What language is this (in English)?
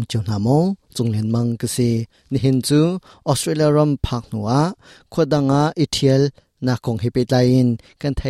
Hakha Chin